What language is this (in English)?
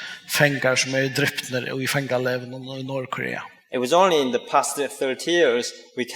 Faroese